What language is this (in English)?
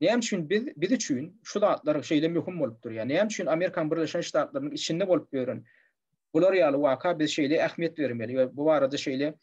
Turkmen